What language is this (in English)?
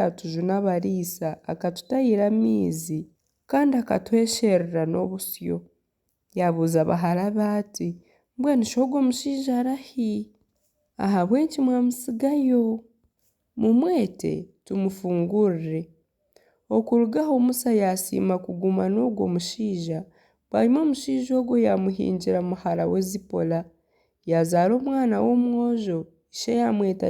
Nyankole